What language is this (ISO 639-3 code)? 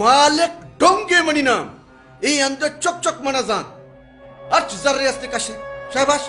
bal